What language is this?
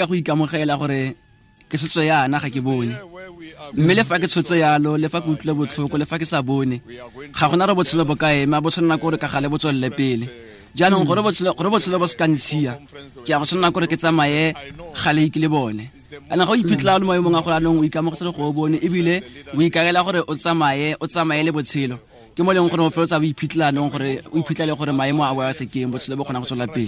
Tswana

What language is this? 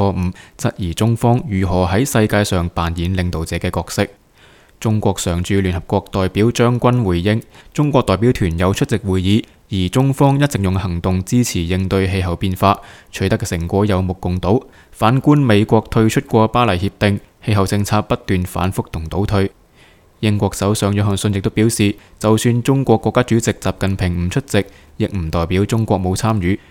Cantonese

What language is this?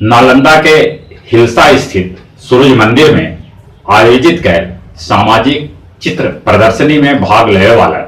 Magahi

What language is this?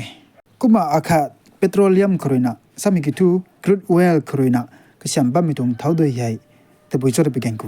Rongmei Naga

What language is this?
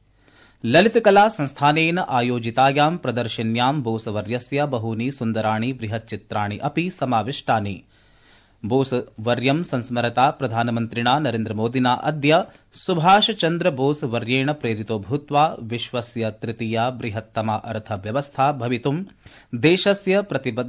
Sanskrit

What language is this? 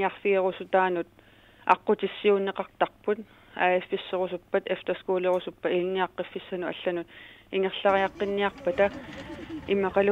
Kalaallisut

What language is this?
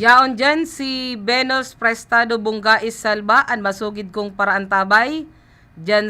Bikol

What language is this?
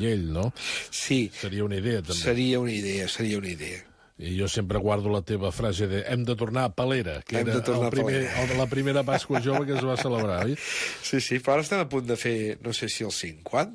Catalan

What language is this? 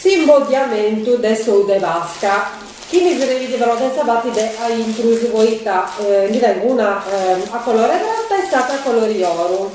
Sardinian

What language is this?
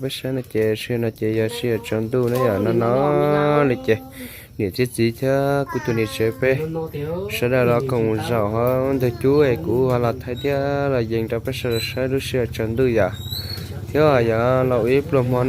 Hmong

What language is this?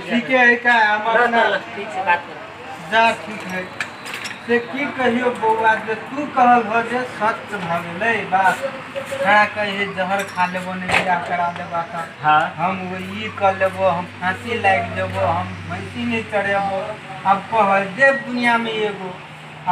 Maithili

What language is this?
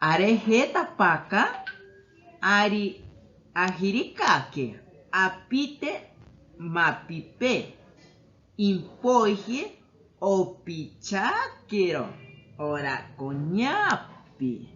Asháninka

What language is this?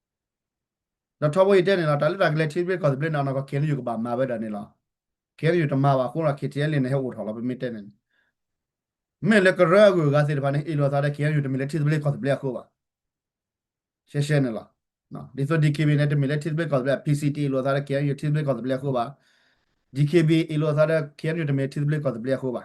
S'gaw Karen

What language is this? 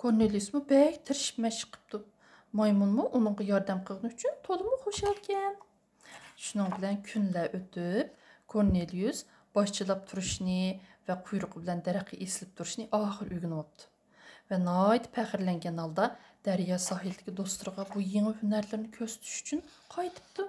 Uyghur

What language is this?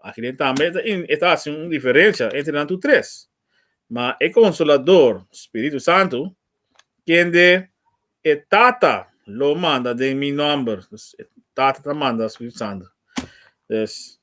Papiamento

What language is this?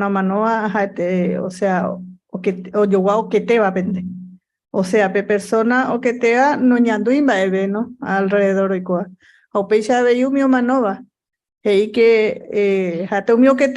Guarani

